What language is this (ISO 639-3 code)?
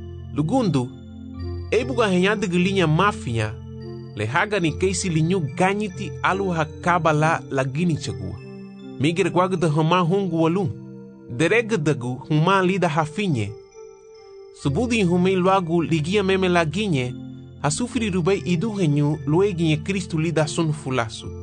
cab